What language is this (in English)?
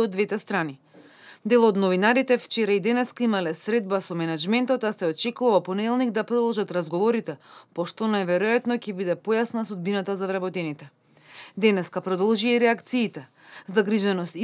Macedonian